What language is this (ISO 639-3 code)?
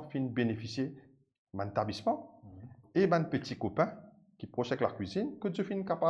mfe